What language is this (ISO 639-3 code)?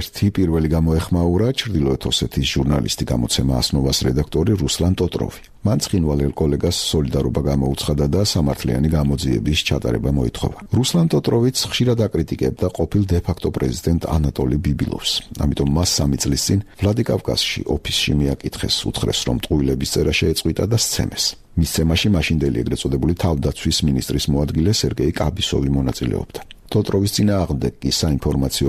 kat